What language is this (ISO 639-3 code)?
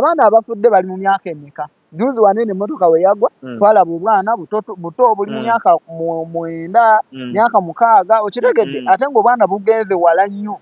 lug